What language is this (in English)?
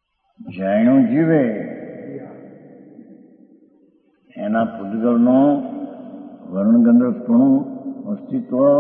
Gujarati